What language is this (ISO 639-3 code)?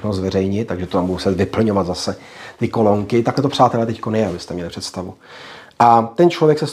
ces